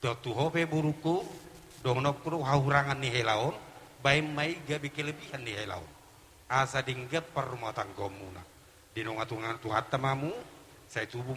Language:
Batak Toba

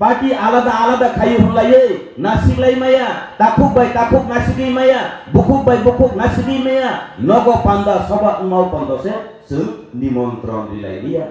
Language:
Kok Borok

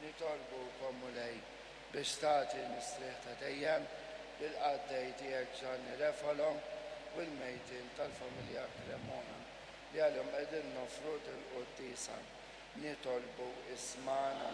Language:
Maltese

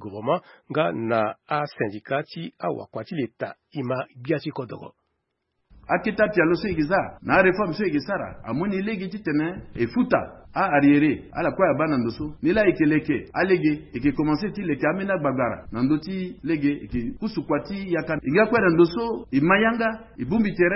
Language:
Sango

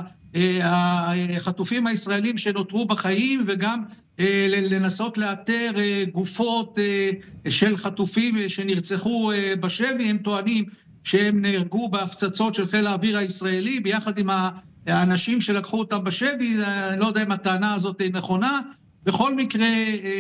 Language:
Hebrew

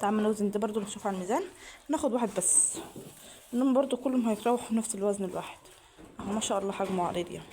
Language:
Egyptian Arabic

